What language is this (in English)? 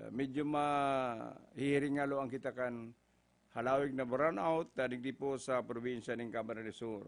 Bikol